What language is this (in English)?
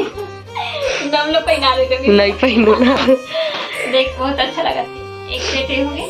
Chhattisgarhi